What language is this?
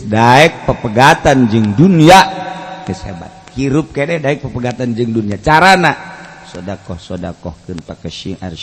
Sundanese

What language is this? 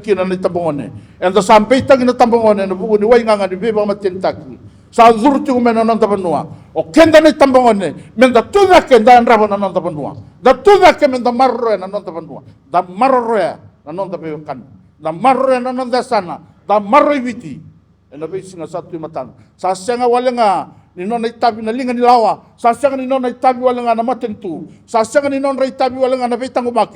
Fijian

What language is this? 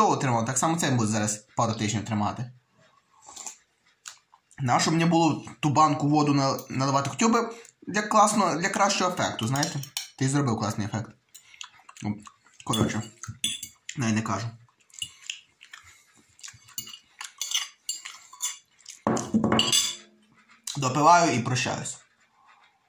Ukrainian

